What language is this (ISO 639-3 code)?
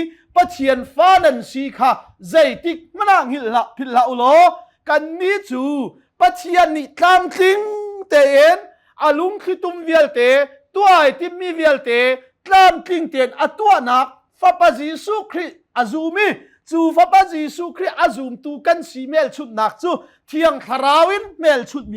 cnh